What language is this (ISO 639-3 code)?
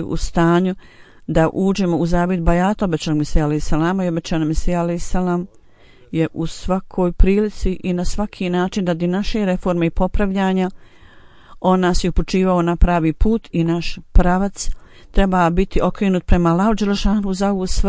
bos